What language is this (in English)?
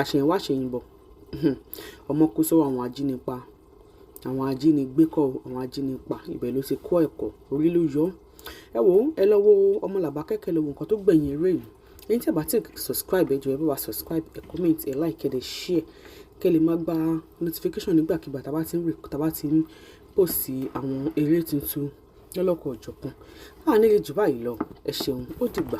Yoruba